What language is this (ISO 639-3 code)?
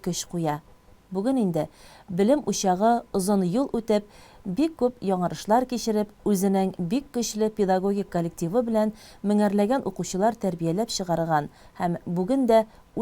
tat